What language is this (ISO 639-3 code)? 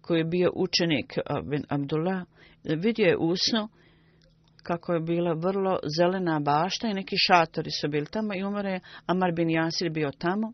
bos